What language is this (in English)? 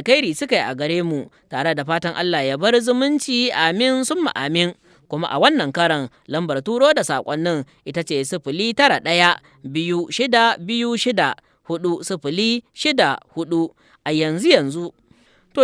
Hausa